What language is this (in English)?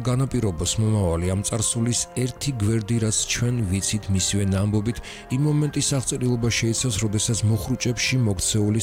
Georgian